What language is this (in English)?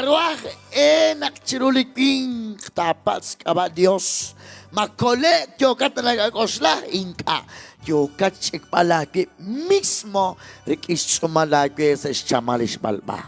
Kekchí